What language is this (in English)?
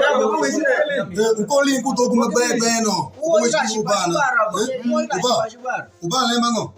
Alur